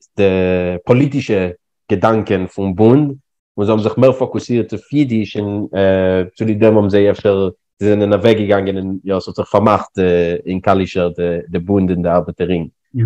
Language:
Yiddish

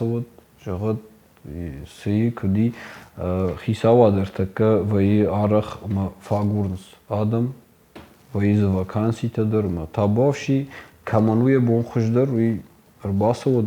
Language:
Ossetic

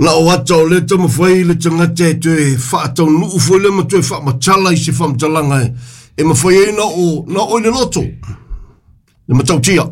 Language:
Samoan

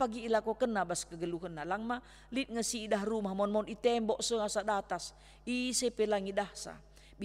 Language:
Batak Karo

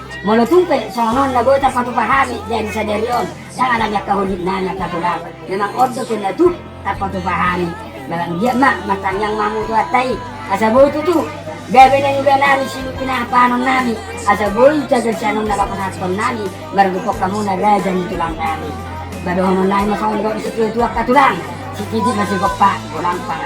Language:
Batak Toba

